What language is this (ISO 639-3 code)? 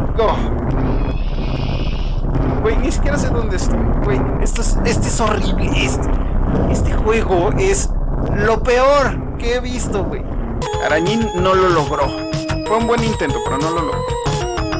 spa